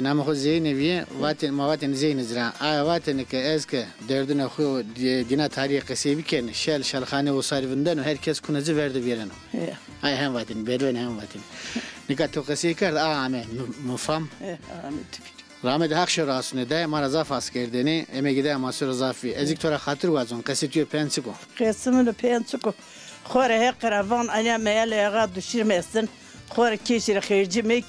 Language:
Zaza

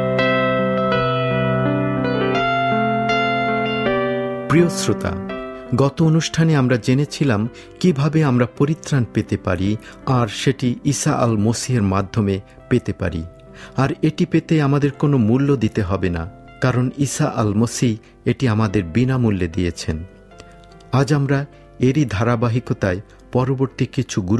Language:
Bangla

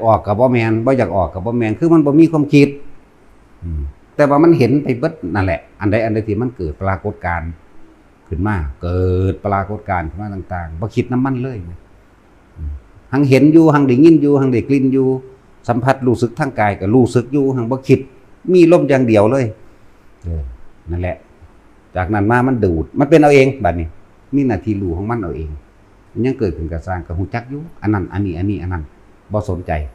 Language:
Northeastern Thai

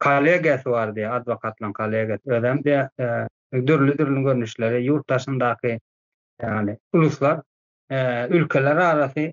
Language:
Turkmen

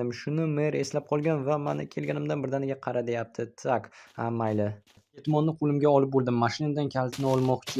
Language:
Uzbek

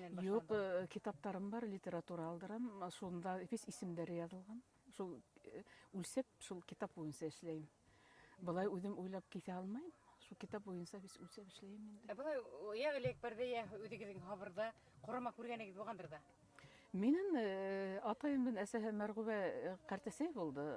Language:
Bashkir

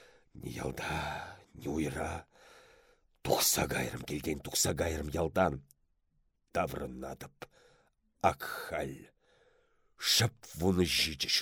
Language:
Chuvash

